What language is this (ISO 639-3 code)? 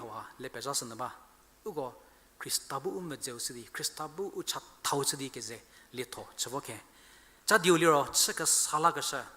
njm